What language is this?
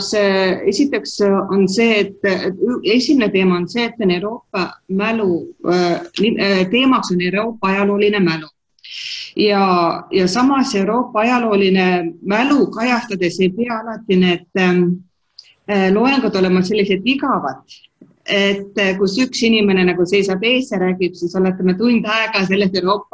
Estonian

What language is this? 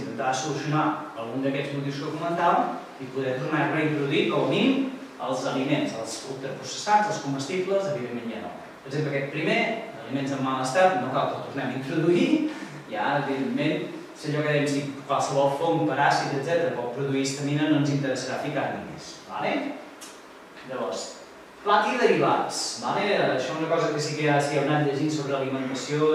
Catalan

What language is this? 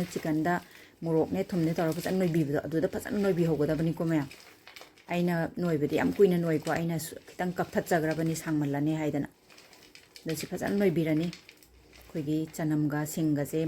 Manipuri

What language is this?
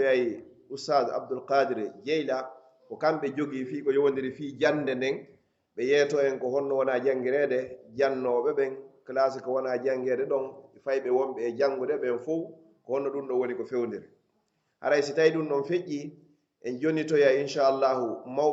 Pular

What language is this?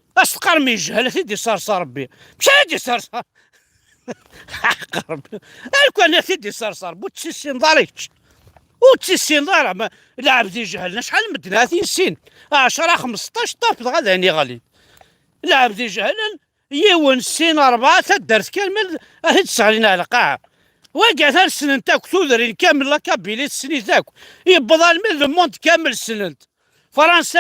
Kabyle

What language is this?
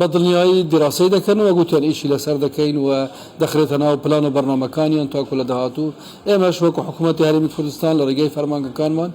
Central Kurdish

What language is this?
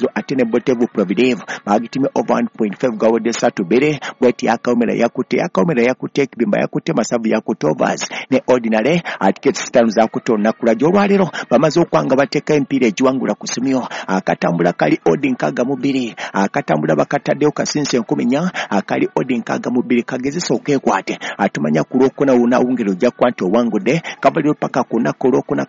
Ganda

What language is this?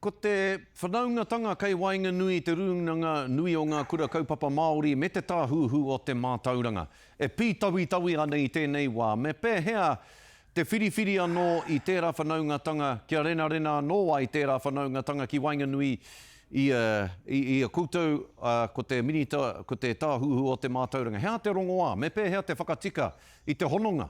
Māori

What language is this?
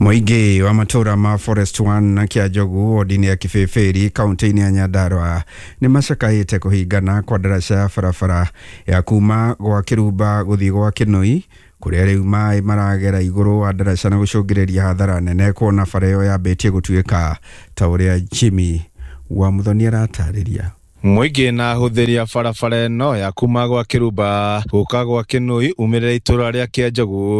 Kikuyu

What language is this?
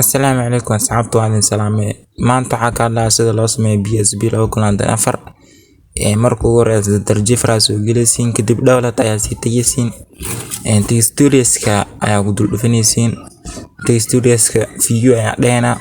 Somali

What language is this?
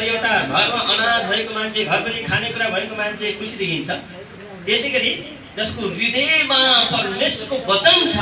Nepali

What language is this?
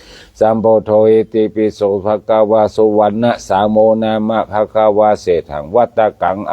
Pali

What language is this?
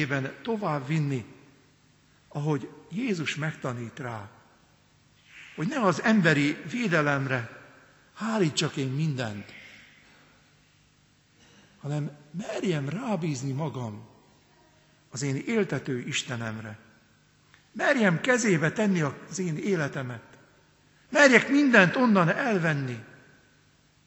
Hungarian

